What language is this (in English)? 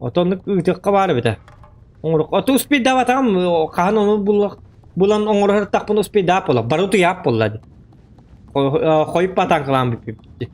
Yakut